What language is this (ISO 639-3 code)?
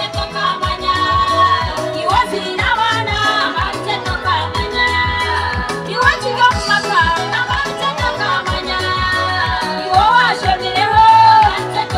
nyn